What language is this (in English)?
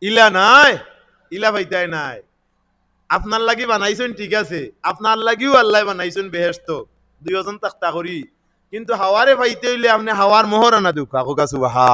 Sylheti